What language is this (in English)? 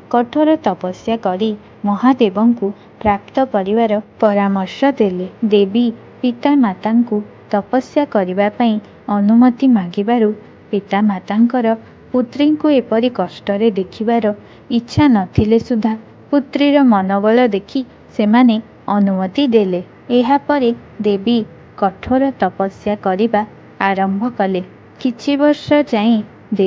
Odia